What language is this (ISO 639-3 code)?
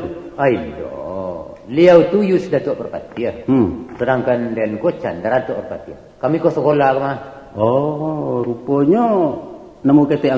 min